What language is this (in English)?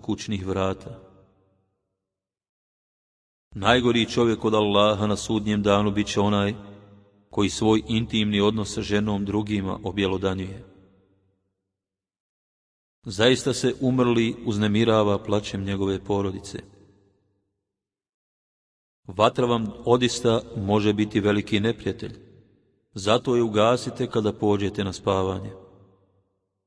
Bosnian